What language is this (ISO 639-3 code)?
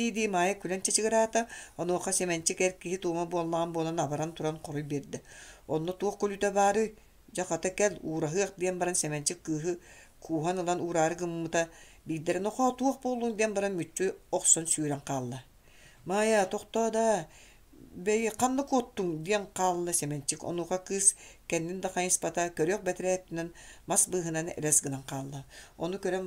sah